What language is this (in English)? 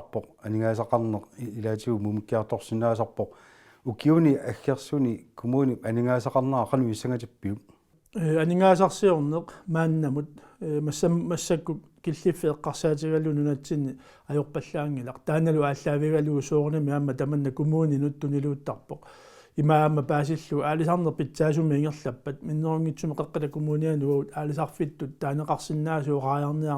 Kalaallisut